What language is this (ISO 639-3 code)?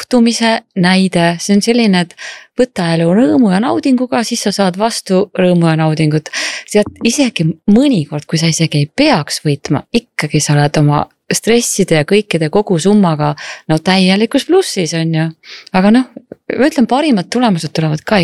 est